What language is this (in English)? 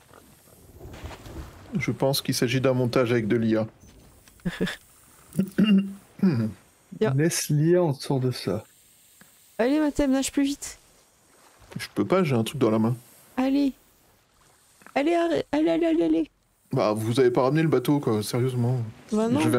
French